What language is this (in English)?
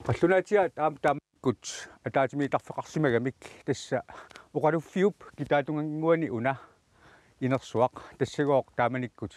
Kalaallisut